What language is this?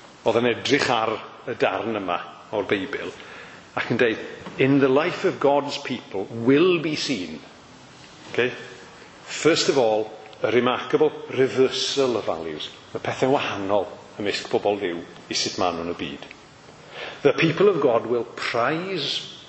Welsh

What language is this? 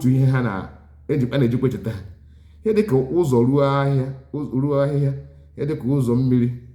Igbo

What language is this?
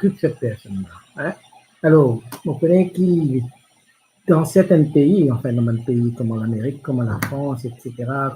Morisyen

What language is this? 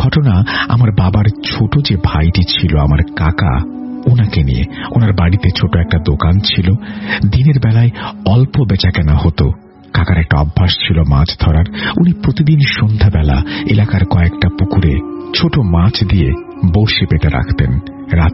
Bangla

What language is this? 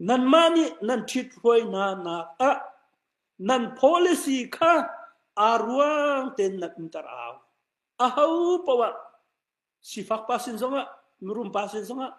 Hakha Chin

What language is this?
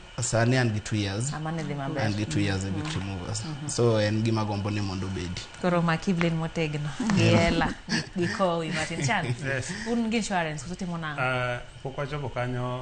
Luo (Kenya and Tanzania)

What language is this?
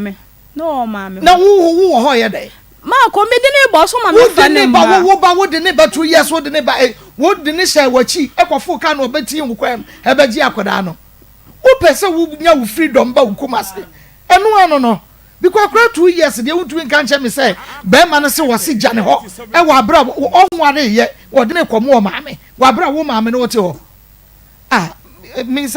Akan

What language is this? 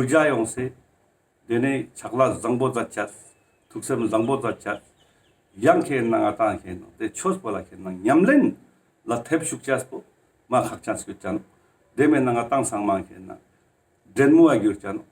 Ladakhi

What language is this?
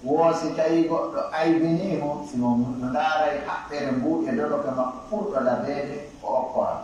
Pular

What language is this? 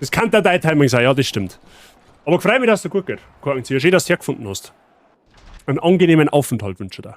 Bavarian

